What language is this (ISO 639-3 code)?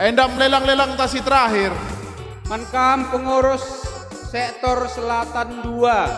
btx